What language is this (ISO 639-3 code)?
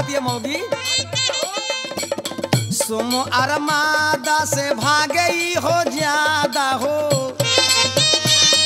bho